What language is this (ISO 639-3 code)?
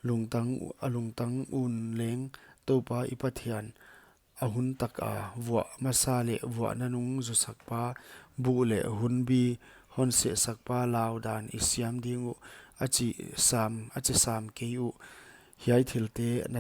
pck